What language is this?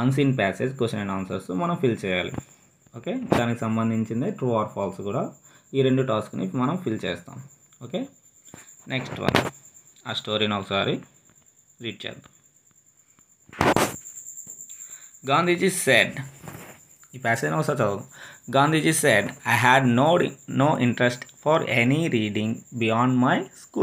Telugu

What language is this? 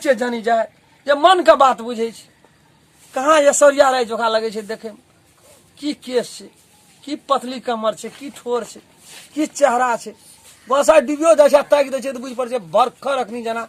Maithili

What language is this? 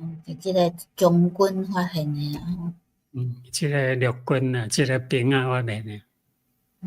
Min Nan Chinese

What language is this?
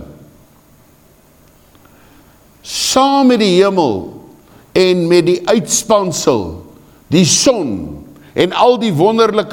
Afrikaans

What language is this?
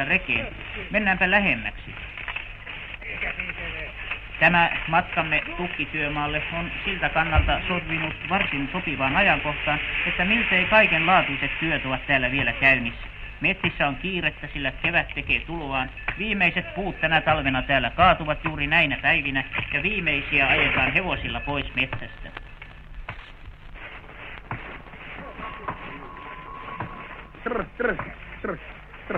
Finnish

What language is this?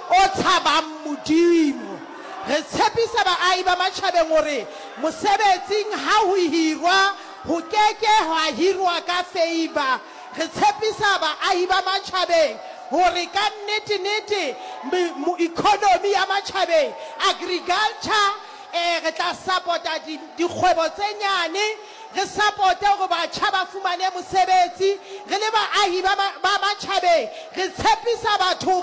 Southern Sotho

